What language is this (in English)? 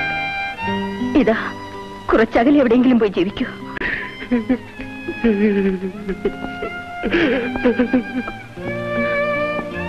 Malayalam